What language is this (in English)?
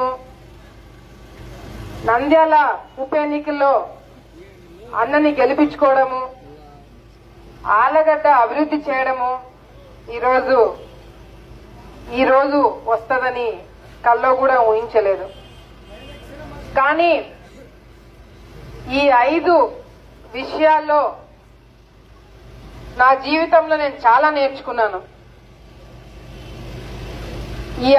Telugu